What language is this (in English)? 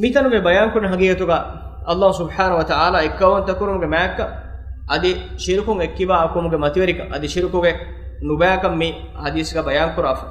Divehi